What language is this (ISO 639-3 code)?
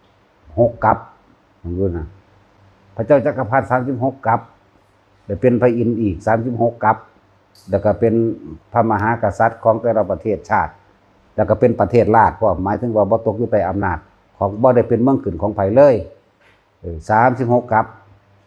tts